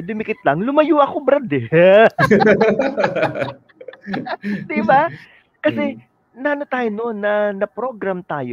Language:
Filipino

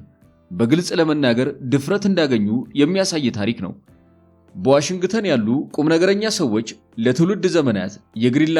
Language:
Amharic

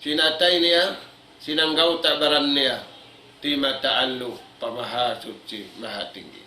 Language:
Tausug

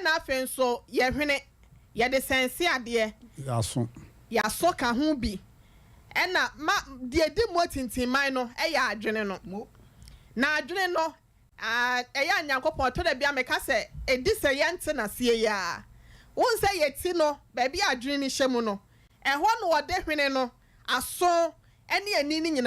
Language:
Akan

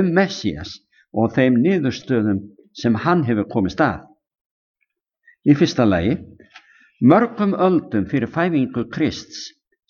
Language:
Icelandic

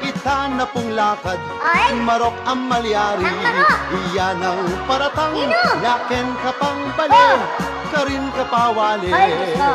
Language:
Pampanga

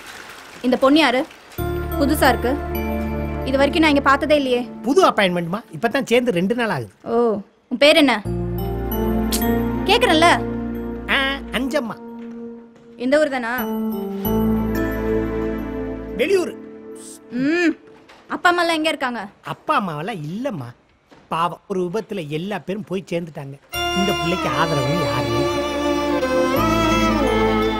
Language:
Tamil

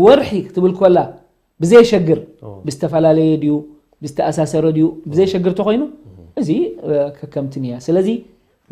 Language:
Tigrinya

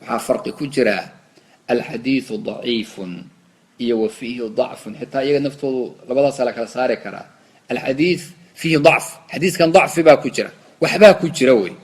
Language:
Somali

